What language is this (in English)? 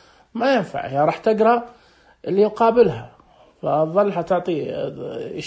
Najdi Arabic